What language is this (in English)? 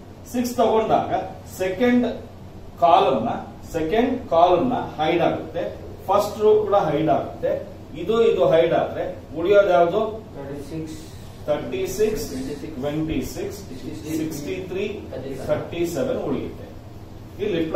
Kannada